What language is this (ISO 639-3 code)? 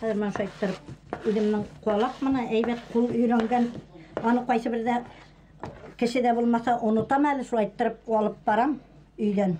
bak